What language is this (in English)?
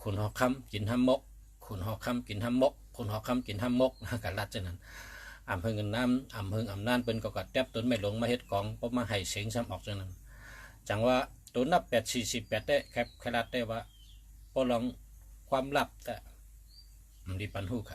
Shan